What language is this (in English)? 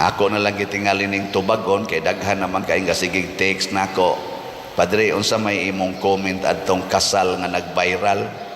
Cebuano